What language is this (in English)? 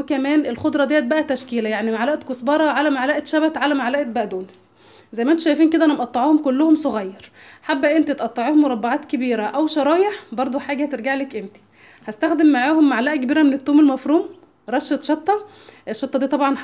Egyptian Arabic